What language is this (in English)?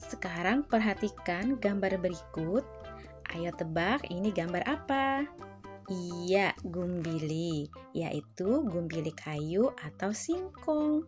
Banjar